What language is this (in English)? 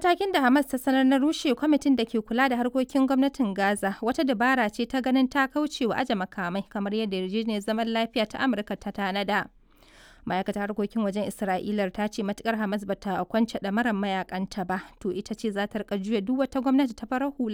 Hausa